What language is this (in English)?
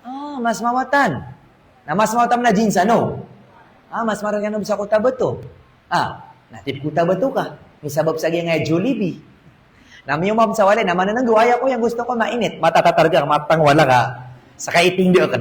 Maranao